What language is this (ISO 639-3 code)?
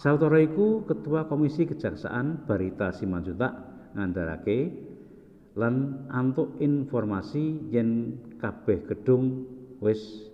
jav